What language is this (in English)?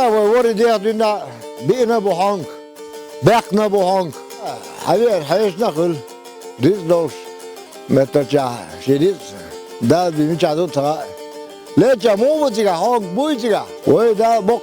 Chechen